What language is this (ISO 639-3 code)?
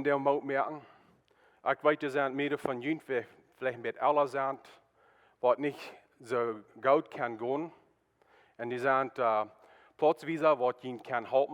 pdt